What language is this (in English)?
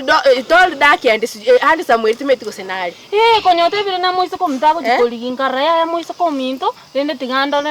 Gusii